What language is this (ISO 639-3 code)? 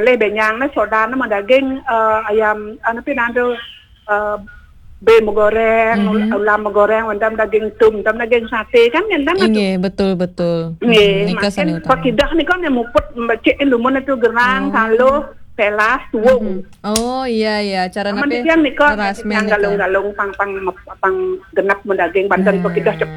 ban